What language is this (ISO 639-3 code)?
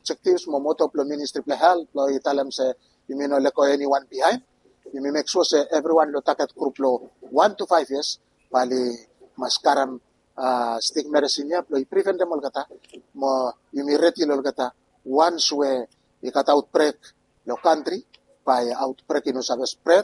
bis